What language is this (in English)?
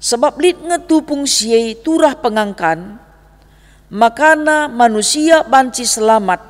Batak Karo